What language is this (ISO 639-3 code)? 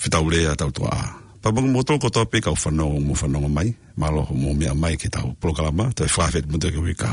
ton